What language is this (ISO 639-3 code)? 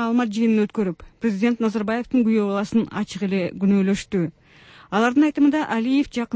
kir